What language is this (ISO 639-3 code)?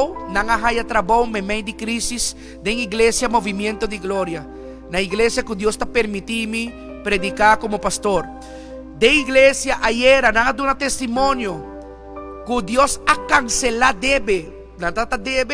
pap